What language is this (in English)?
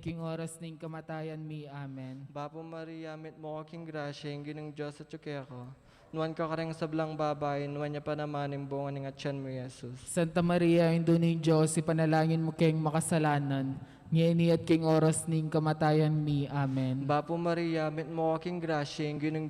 Pampanga